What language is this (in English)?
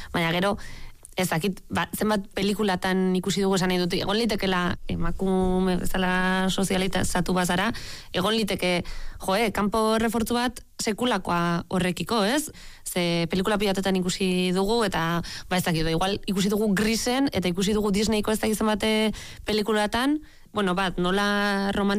Basque